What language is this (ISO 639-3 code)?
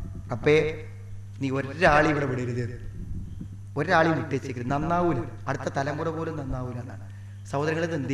mal